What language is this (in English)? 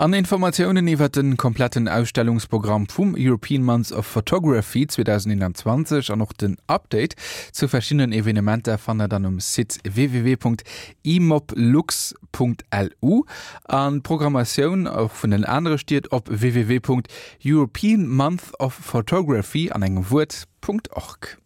Luxembourgish